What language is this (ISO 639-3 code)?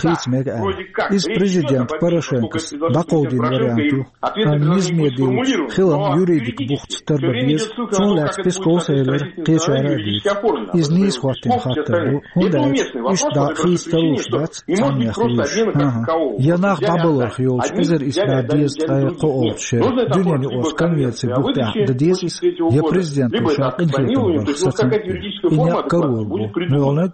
che